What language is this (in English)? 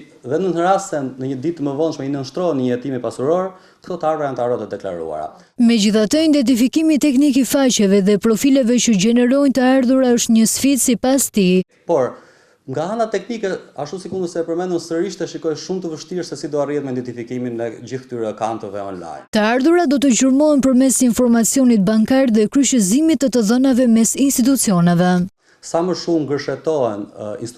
Albanian